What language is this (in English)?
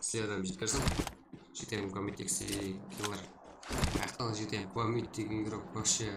Kara-Kalpak